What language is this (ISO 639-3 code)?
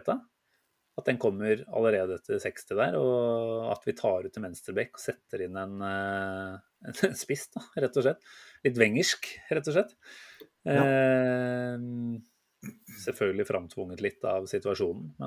nor